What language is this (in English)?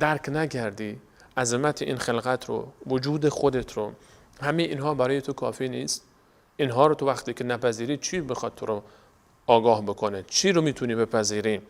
Persian